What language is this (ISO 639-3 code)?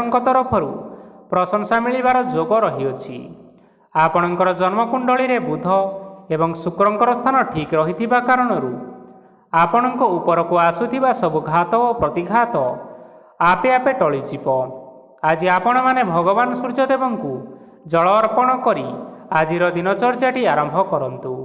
ori